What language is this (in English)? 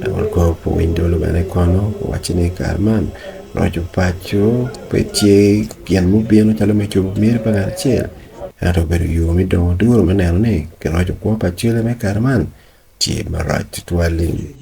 Acoli